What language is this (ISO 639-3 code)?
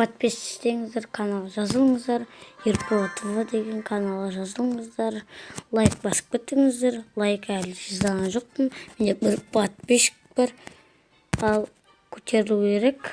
kaz